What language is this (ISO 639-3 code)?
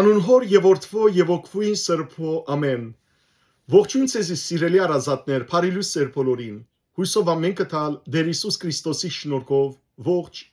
hyw